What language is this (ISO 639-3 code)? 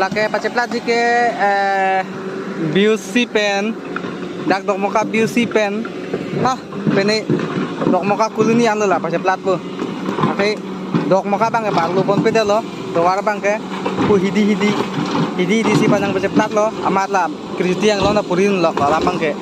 mjw